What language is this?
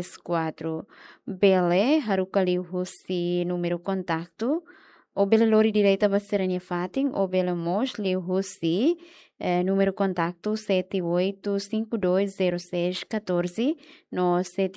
Tetum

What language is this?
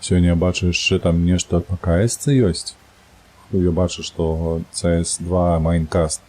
Belarusian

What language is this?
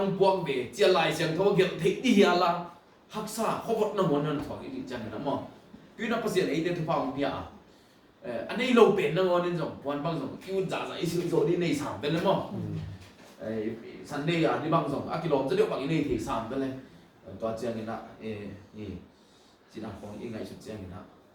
Tedim Chin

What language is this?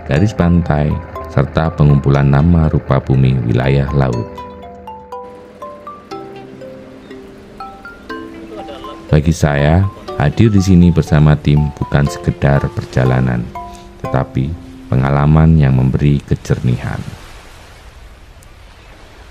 Indonesian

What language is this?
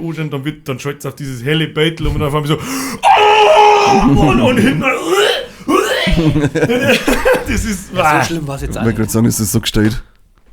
Bavarian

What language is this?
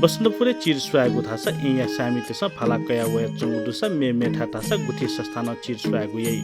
Newari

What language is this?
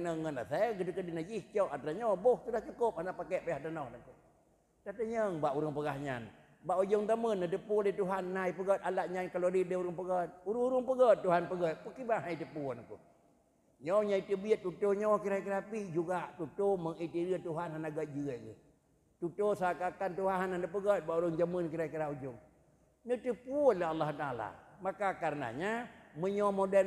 Achinese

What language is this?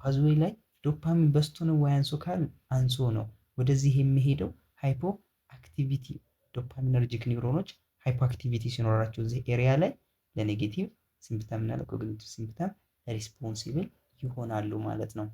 Amharic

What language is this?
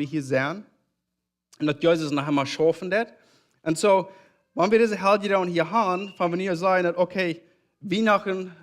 Plautdietsch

